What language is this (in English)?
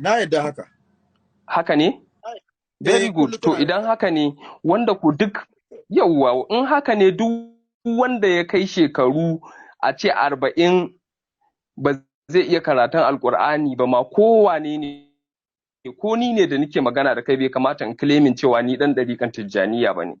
Hausa